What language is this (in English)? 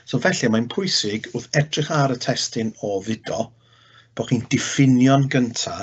Welsh